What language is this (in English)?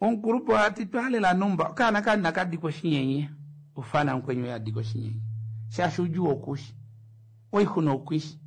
Kuanyama